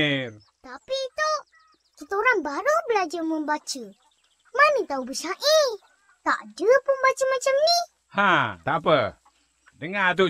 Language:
Malay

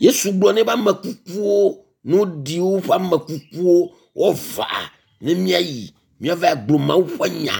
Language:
Ewe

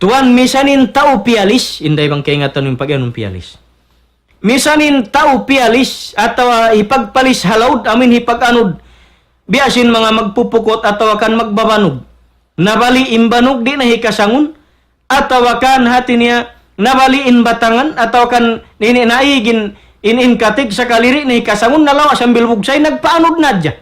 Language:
Tausug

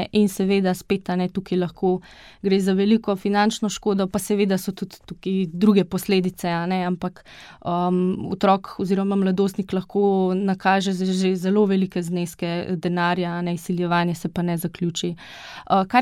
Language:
Slovenian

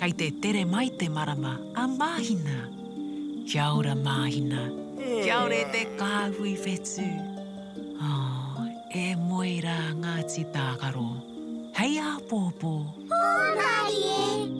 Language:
Māori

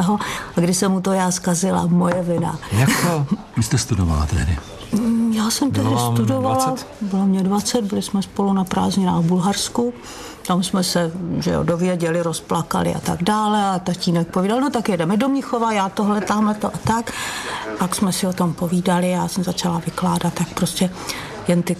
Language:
Czech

